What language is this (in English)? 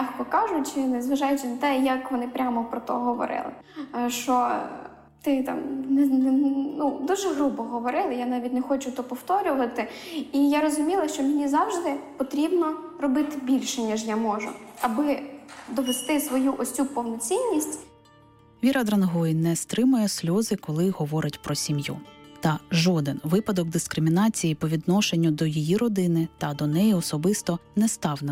Ukrainian